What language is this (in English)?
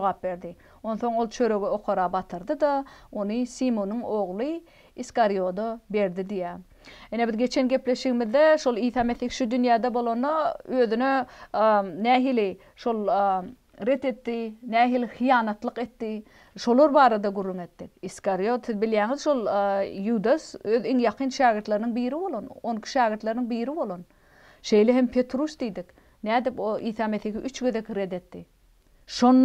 Turkmen